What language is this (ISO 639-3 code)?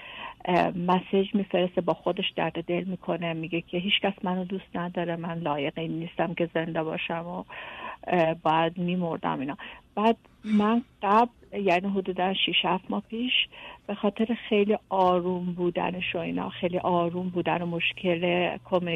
fas